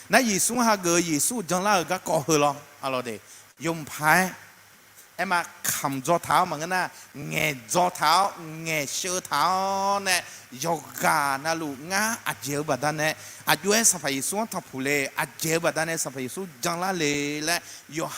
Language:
Akha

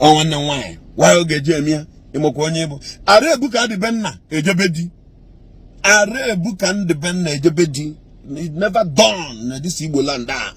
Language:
Igbo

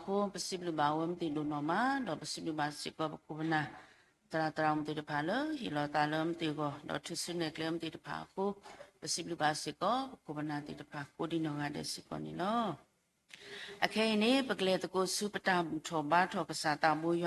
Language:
S'gaw Karen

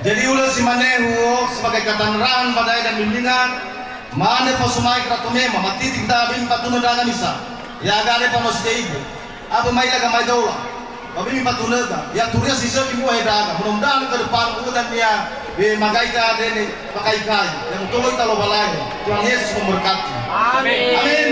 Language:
Nias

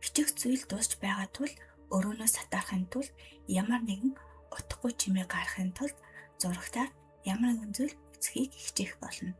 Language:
Mongolian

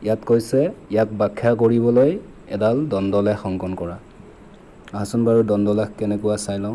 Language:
Assamese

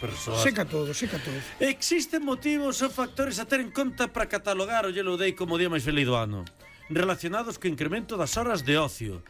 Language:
Galician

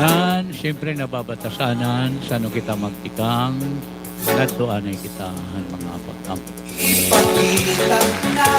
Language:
Waray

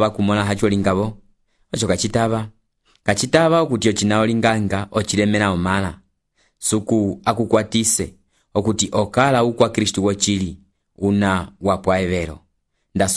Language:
Umbundu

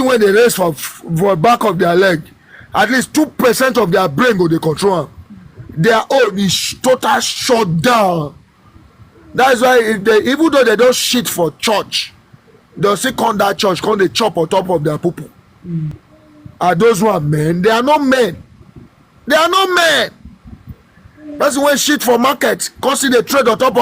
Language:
Nigerian Pidgin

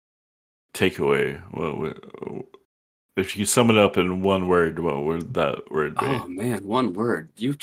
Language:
English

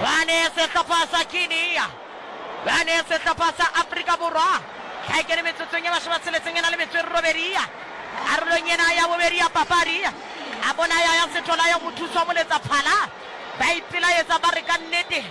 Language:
Southern Sotho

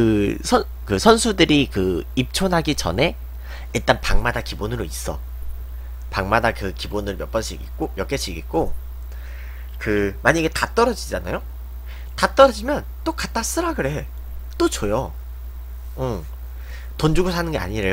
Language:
Korean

